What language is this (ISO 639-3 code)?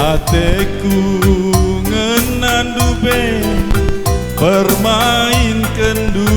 btx